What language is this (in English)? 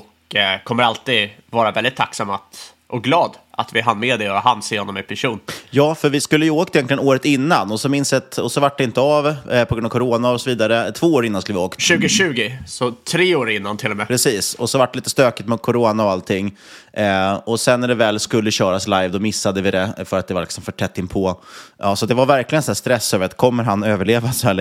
Swedish